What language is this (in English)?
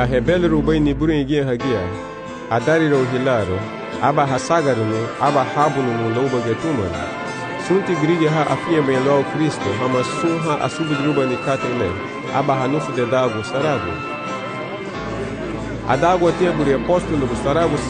Garifuna